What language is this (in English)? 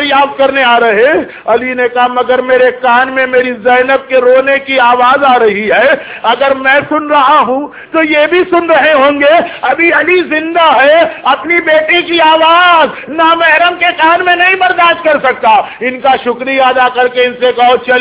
Urdu